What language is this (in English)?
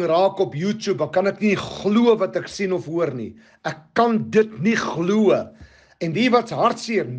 Afrikaans